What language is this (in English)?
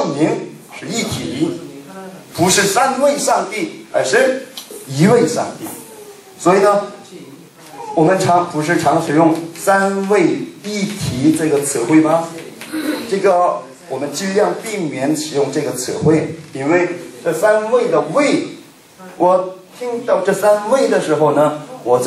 Chinese